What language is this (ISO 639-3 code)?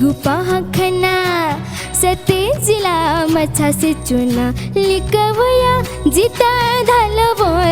new